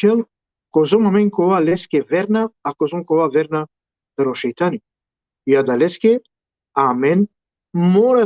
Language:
Balkan Romani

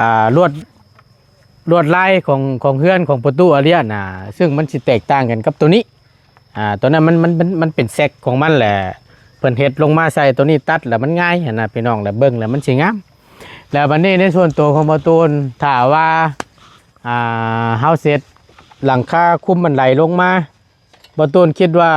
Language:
Northeastern Thai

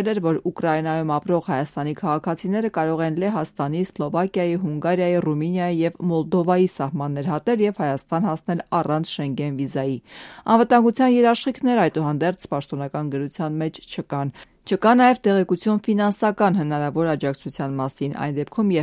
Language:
Armenian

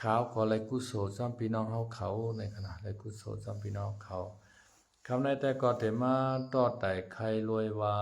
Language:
Shan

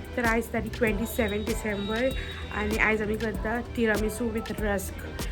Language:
Konkani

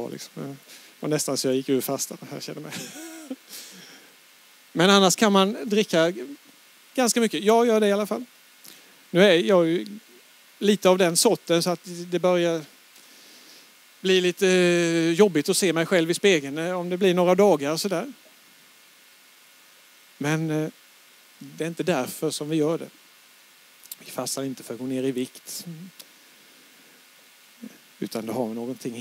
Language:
Swedish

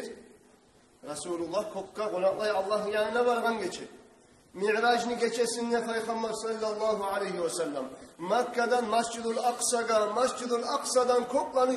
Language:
Kumyk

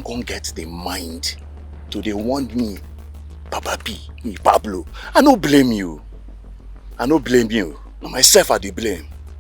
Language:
Nigerian Pidgin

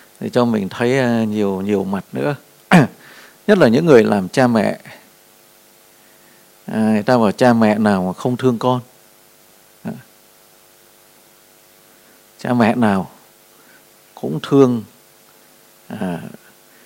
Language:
Vietnamese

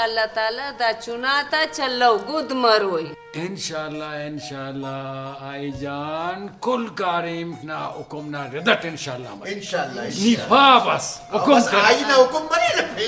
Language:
Brahui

